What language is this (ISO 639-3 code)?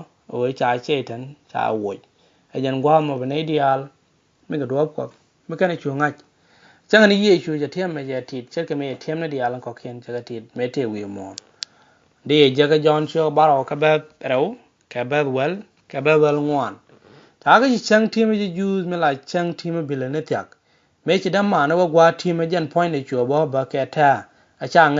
nus